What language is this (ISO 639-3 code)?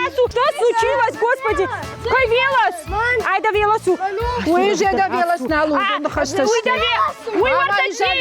oss